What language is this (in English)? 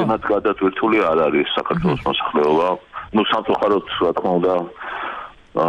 Georgian